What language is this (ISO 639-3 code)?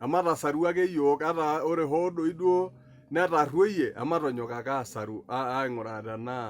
mas